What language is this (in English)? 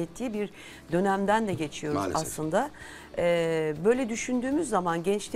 Turkish